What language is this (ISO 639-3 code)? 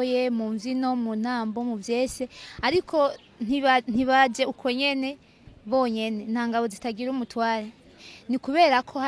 run